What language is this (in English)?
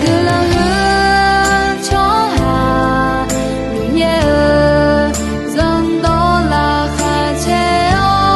Akha